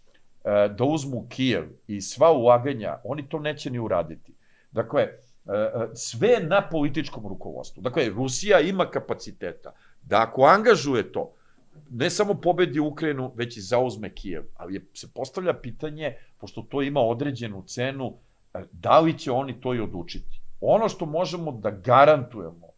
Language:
Serbian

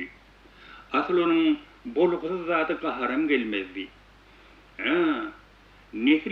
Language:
Turkmen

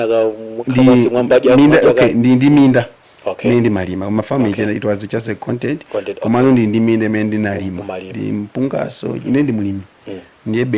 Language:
Nyanja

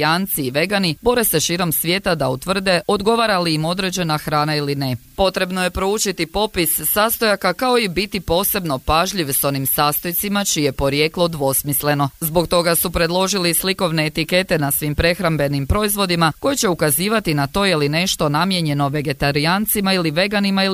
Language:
Croatian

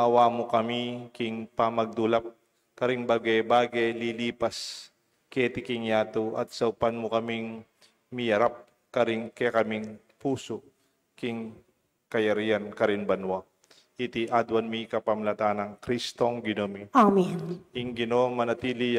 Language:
Pampanga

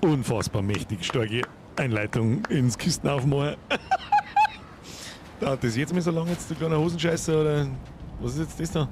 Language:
Bavarian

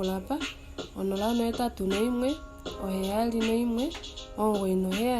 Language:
Kuanyama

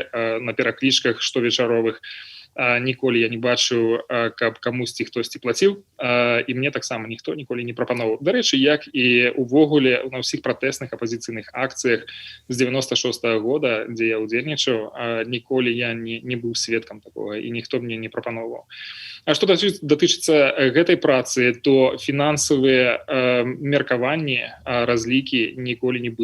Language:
Belarusian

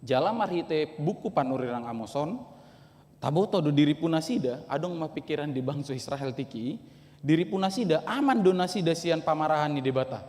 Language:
Batak Toba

